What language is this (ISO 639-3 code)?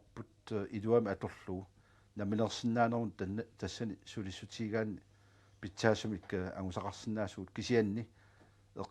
kal